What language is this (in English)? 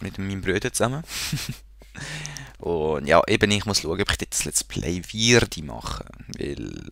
Swiss German